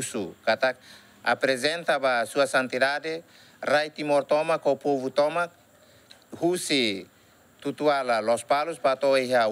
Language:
Tetum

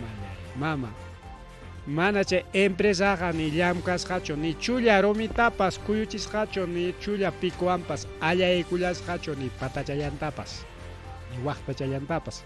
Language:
Ayacucho Quechua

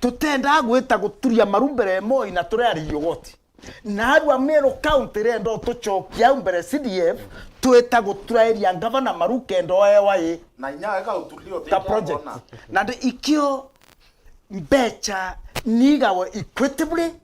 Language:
Meru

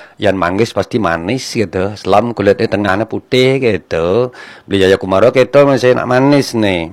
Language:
Balinese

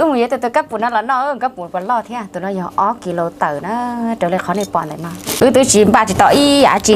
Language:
Hmong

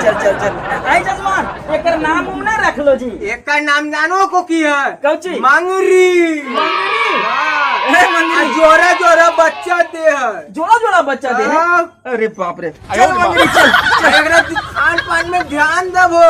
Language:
Magahi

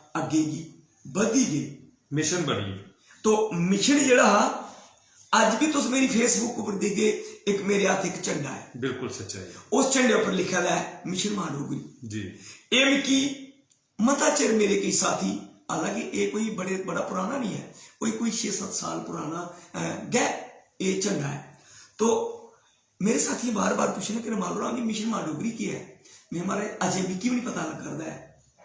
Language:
Dogri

